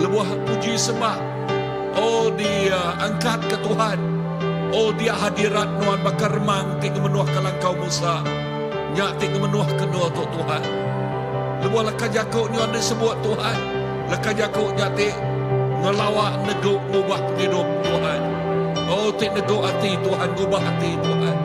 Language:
Iban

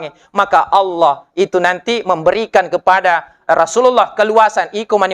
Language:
Buginese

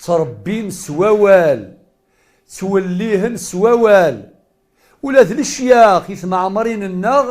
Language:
Kabyle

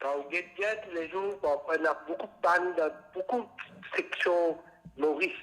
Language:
Morisyen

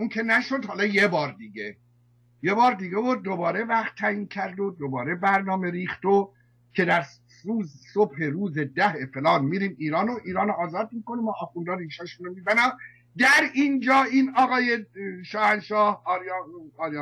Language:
Persian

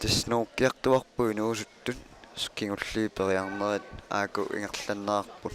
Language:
Kalaallisut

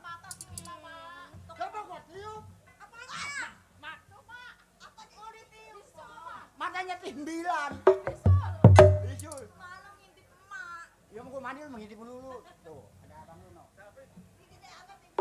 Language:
Betawi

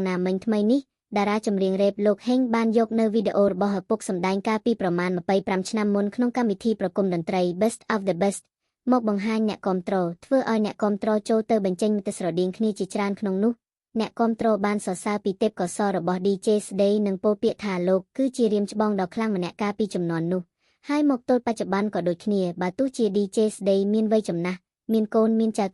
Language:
Khmer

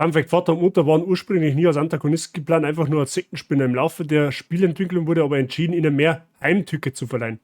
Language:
Bavarian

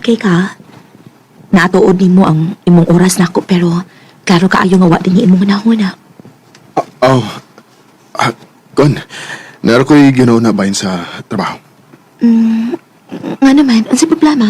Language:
Cebuano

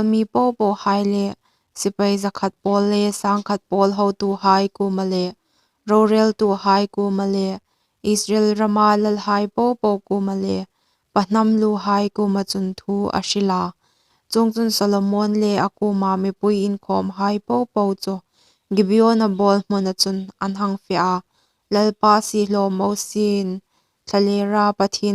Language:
Hmar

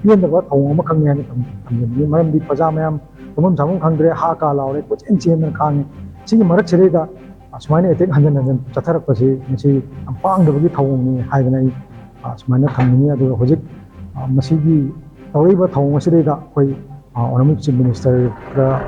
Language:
Manipuri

